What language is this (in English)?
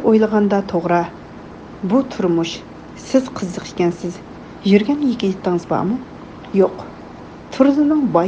Uyghur